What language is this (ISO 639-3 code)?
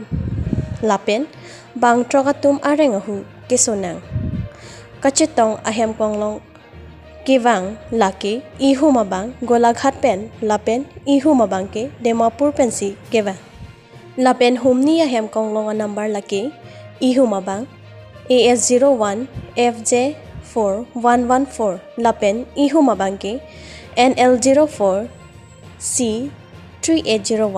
mjw